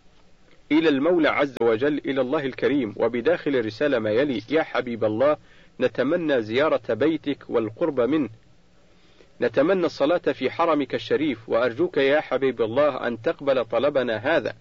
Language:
Arabic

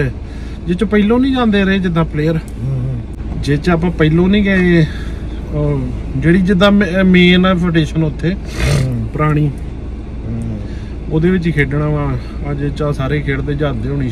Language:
Punjabi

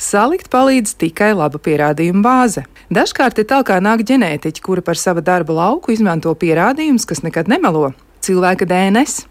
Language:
Latvian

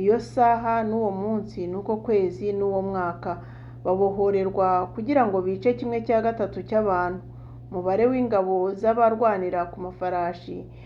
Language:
Kinyarwanda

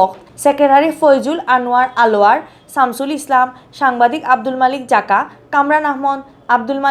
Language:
Sylheti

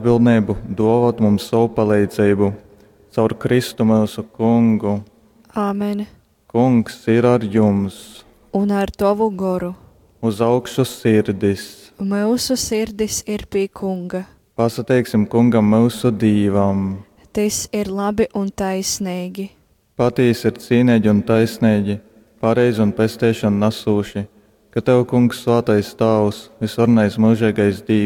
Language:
Latgalian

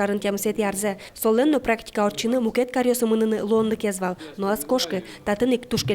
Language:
Udmurt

